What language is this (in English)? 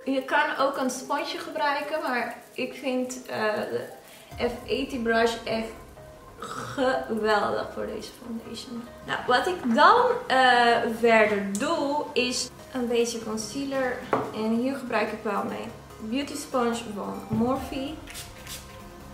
Dutch